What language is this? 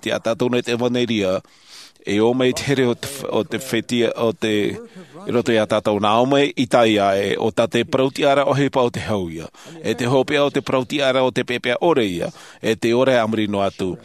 Tahitian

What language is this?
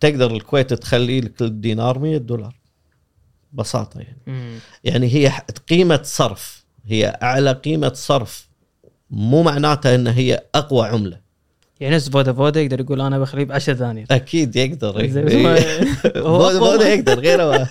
Gulf Arabic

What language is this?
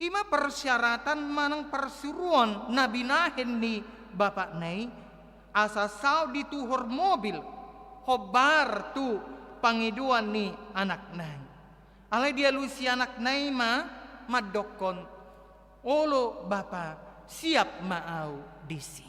Batak Toba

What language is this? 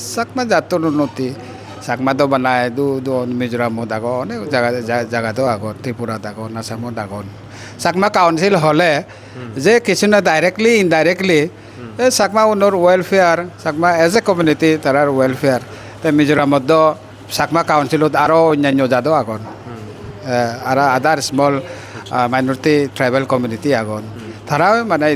Chakma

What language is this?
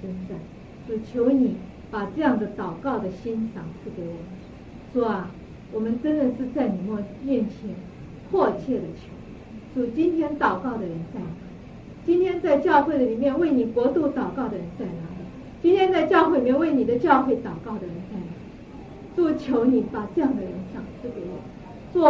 Chinese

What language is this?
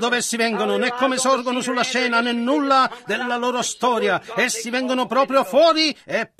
Italian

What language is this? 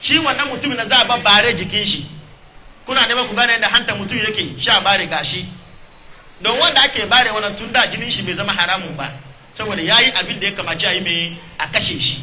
Hausa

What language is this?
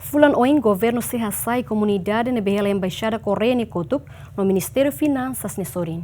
Tetum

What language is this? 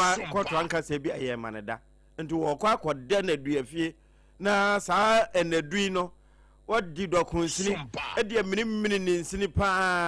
Akan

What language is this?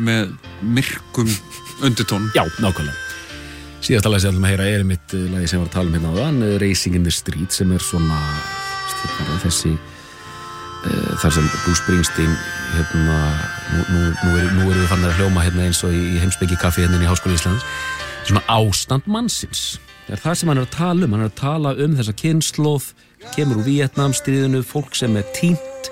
Icelandic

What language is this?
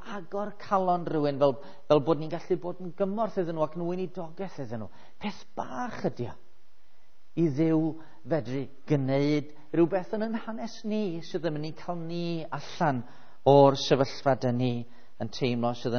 Welsh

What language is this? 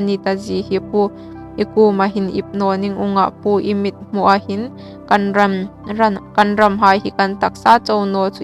Hmar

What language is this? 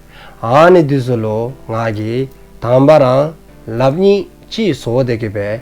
Dzongkha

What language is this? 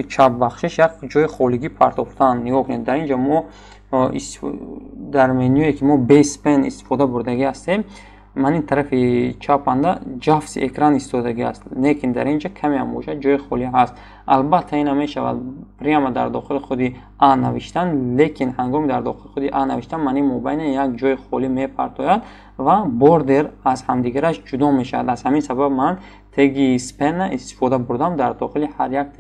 Tajik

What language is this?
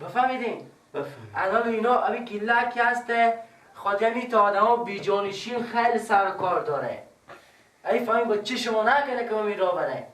Persian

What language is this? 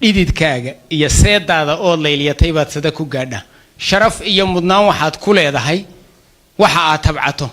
Somali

